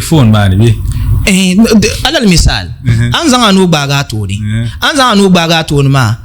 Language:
Dagbani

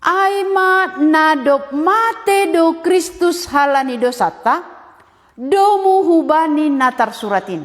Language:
Batak Simalungun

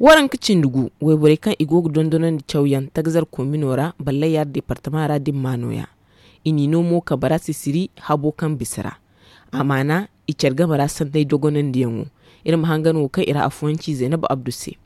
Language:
Zarma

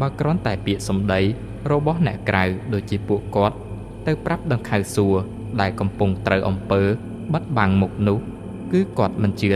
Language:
Khmer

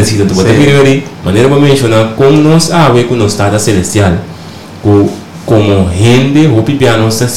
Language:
Papiamento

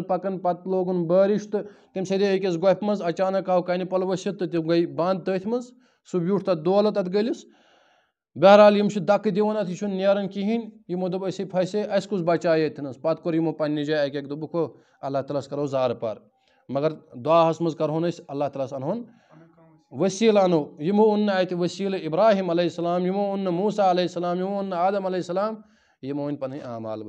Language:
Kashmiri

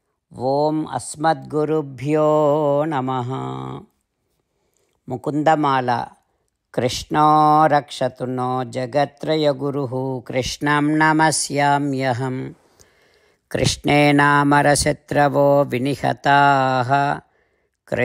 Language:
Telugu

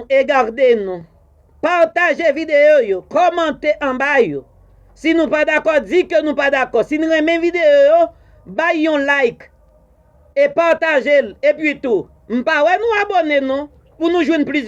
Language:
Haitian Creole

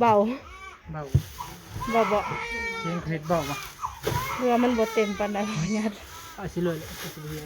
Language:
Northeastern Thai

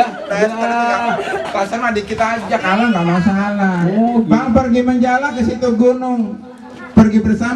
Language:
Betawi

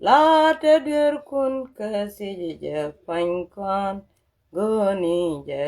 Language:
Nuer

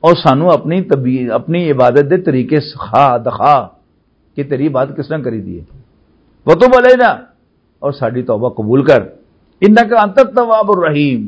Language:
Western Panjabi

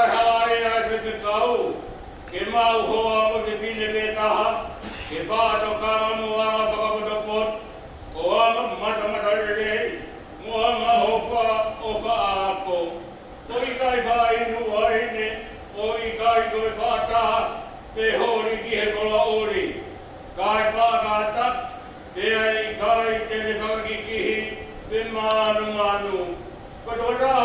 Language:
Tongan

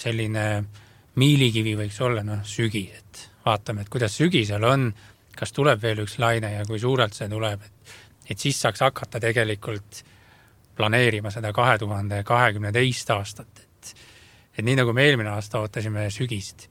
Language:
Estonian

